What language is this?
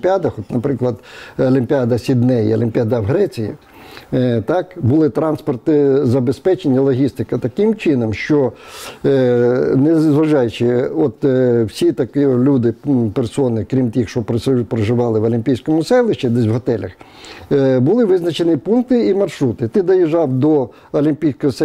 Ukrainian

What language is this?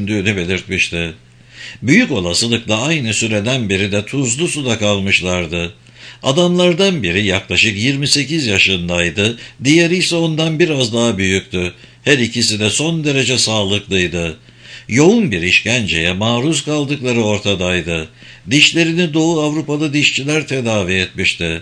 Turkish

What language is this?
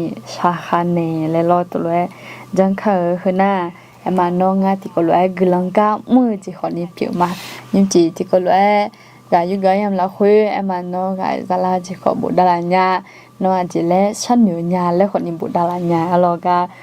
Akha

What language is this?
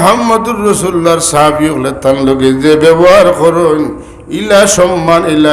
Sylheti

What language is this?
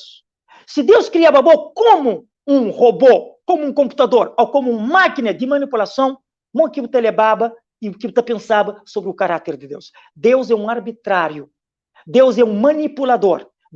Kabuverdianu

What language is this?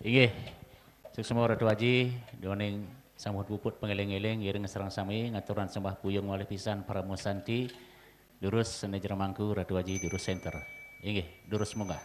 Balinese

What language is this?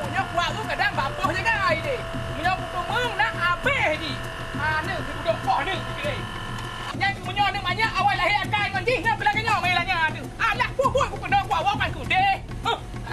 Malay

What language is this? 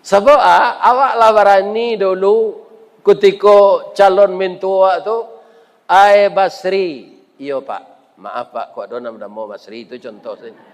Minangkabau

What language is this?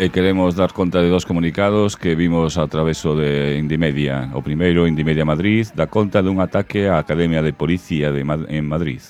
Galician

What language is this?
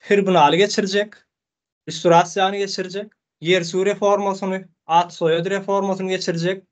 Turkmen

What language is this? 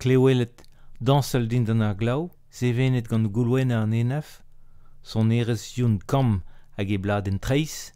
Breton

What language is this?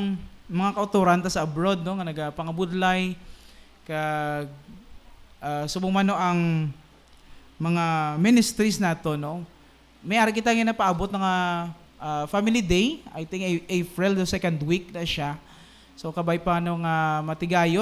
Hiligaynon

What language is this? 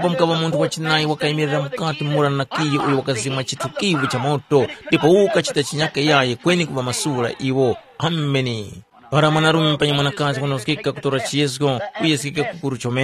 Tumbuka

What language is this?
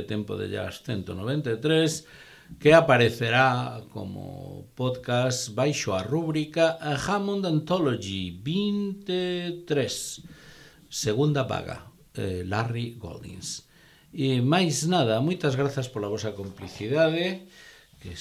Galician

